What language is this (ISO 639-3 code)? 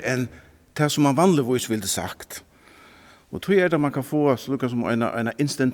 fao